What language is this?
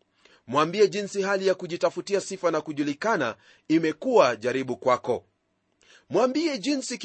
Swahili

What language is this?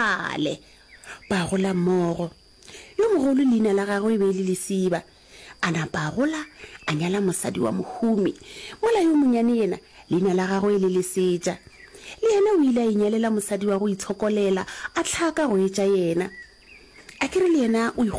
Northern Sotho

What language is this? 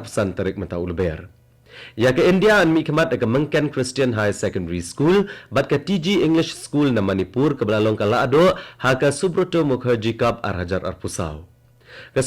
Khasi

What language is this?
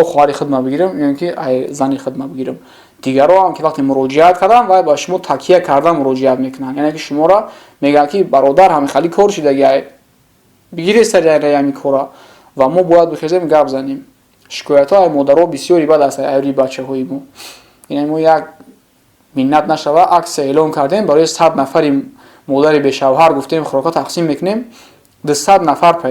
Tajik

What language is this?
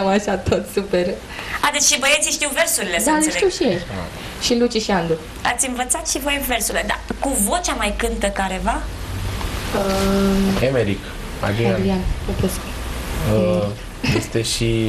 Romanian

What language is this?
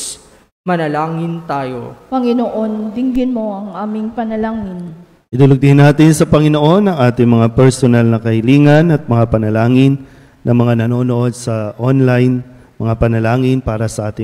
Filipino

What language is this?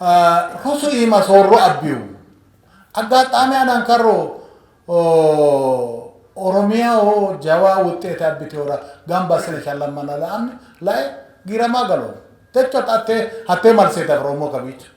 Sidamo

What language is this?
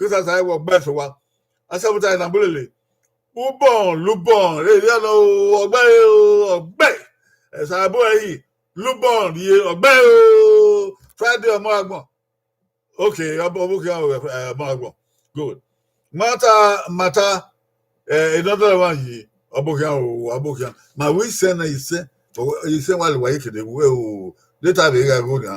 Bini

